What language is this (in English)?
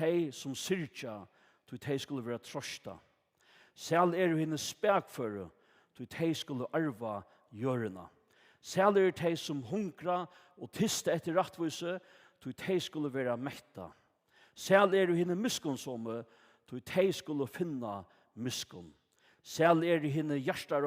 Faroese